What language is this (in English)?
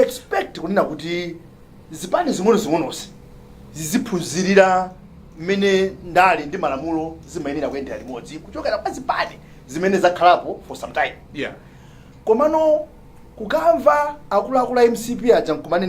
Nyanja